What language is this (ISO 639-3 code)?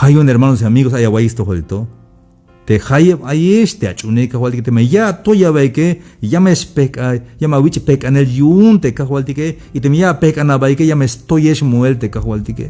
tzh